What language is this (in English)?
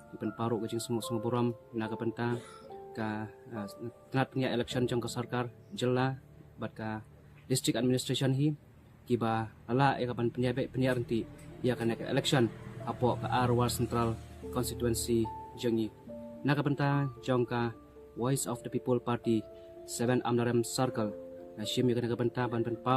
Khasi